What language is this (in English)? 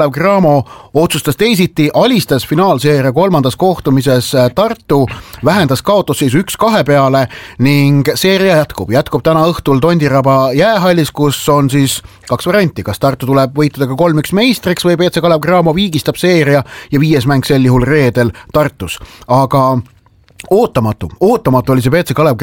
Estonian